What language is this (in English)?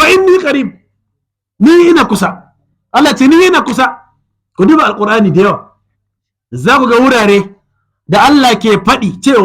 Hausa